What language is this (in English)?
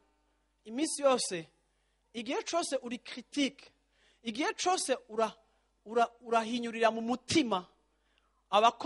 Rundi